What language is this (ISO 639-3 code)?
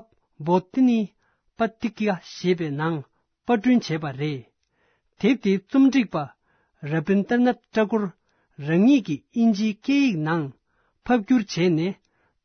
bod